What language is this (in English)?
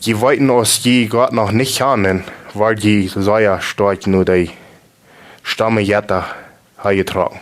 Plautdietsch